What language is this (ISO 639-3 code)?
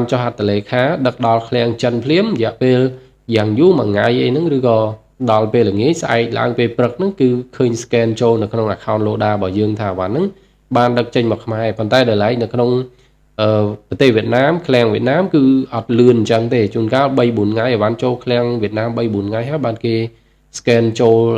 khm